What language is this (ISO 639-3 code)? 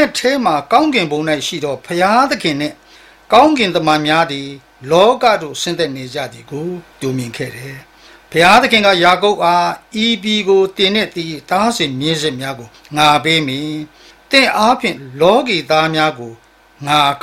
mya